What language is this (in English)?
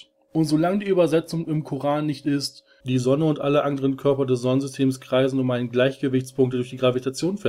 German